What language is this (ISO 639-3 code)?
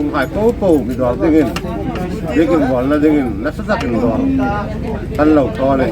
hmr